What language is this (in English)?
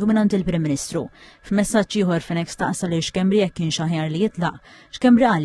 Maltese